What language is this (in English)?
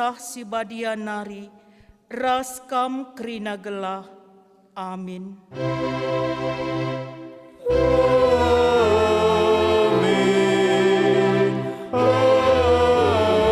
Batak Karo